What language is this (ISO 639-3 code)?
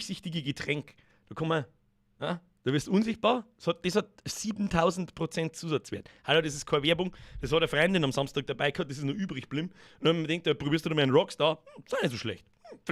bar